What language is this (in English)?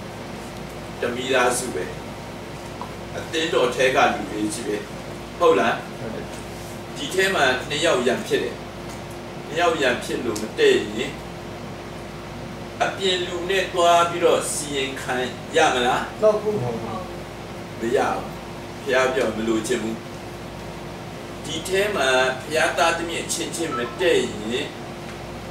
Burmese